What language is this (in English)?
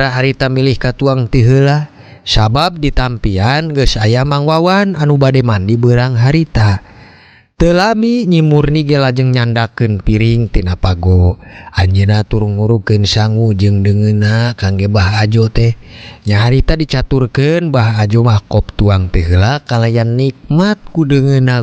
Sundanese